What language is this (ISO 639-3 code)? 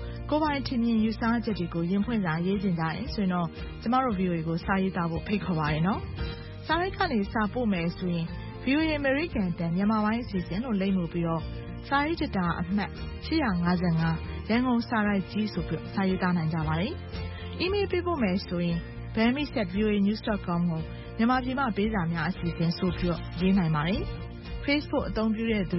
mya